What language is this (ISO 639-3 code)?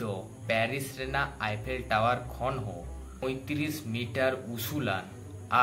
sat